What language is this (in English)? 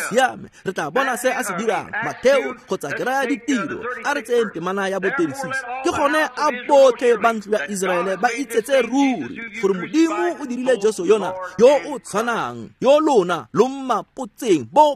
Tswana